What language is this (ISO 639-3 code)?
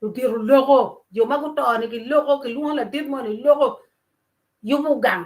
ach